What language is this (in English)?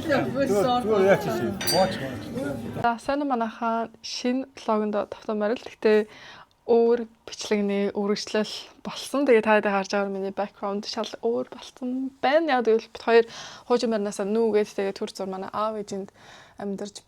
Mongolian